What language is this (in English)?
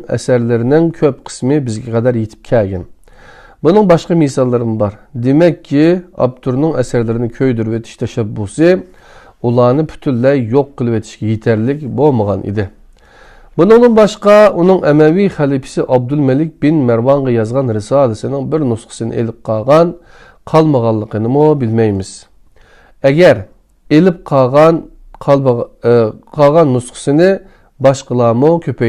Uyghur